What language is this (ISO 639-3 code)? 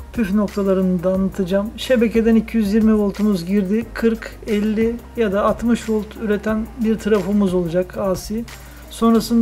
tur